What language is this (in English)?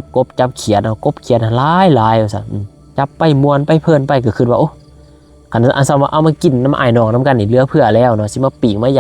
Lao